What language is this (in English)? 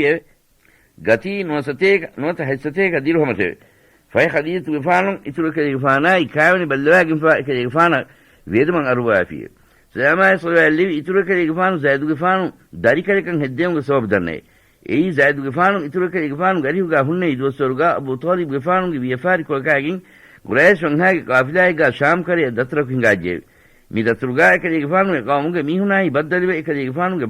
Divehi